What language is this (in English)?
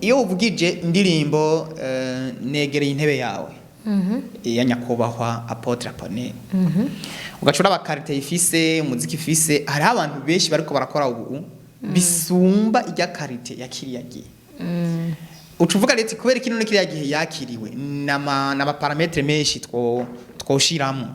Rundi